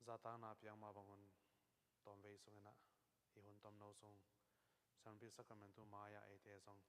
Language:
Tedim Chin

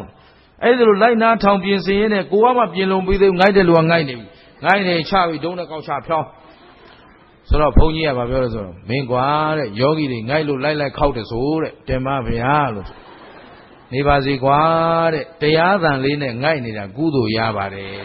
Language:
Burmese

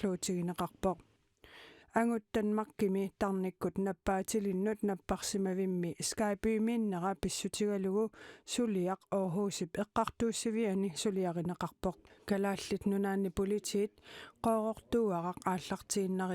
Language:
Kalaallisut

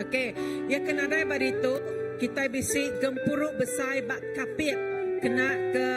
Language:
Iban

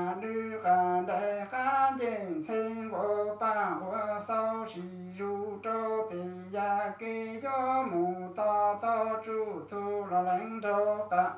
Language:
Hmong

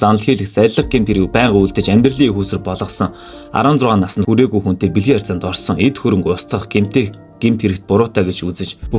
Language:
Mongolian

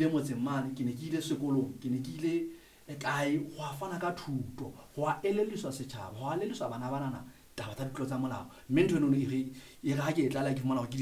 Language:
Southern Sotho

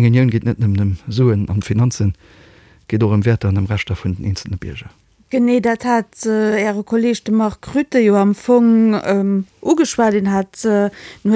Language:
Luxembourgish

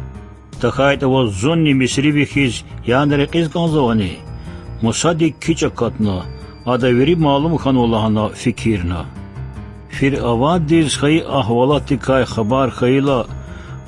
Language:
Lezghian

